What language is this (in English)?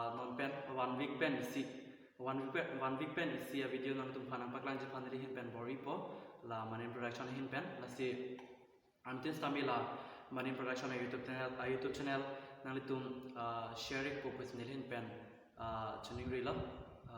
Karbi